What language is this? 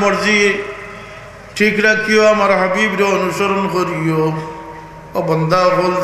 Sylheti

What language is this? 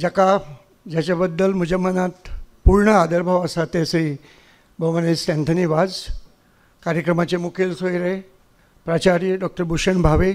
Konkani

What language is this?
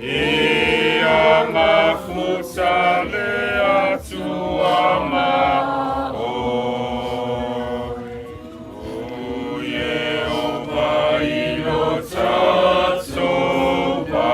Samoan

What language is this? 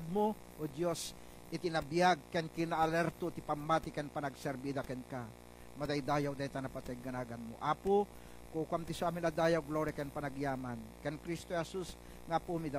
Iloko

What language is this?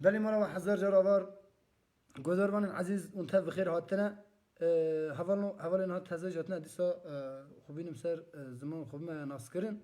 Kurdish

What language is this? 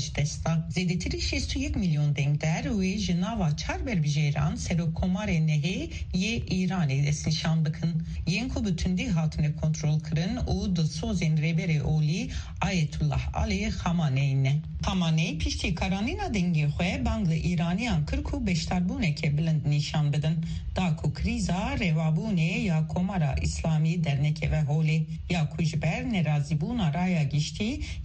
Kurdish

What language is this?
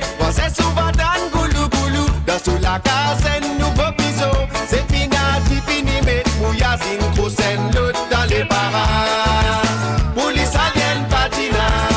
Morisyen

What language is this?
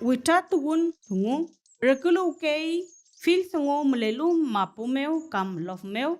Mapuche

